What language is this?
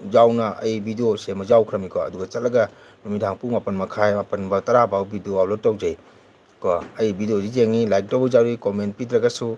Manipuri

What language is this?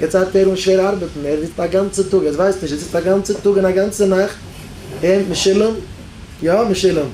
Yiddish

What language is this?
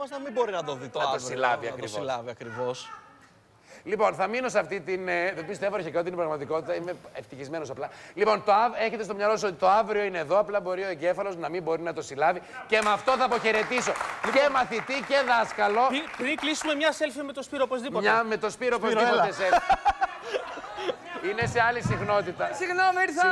Greek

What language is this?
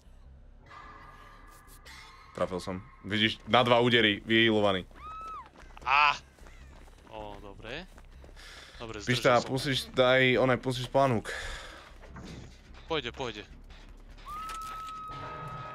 Slovak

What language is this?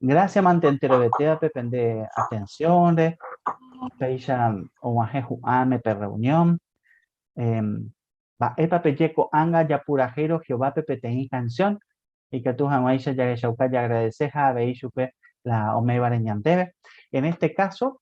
Guarani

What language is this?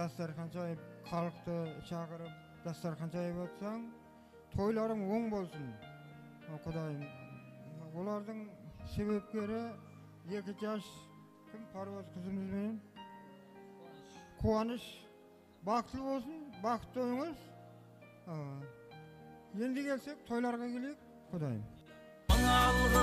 Kara-Kalpak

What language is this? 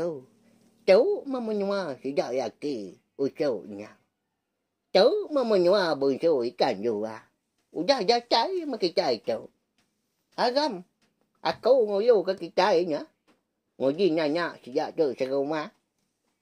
Iban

